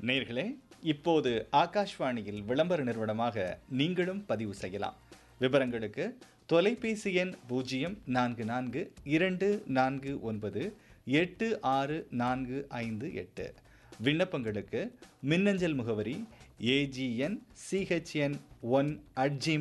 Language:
Tamil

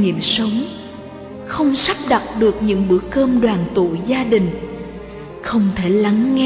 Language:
Vietnamese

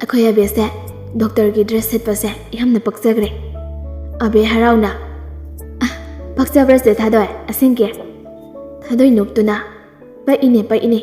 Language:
Manipuri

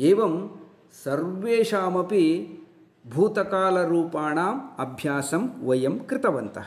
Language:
Sanskrit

